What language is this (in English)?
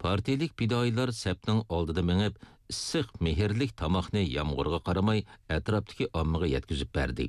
Uyghur